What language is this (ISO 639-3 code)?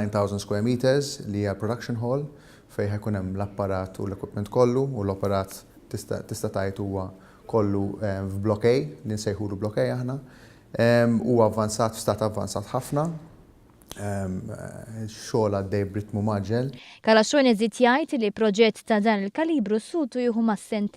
mlt